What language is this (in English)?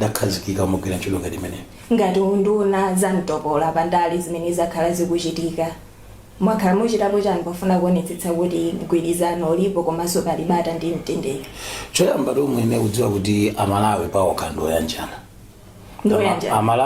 Nyanja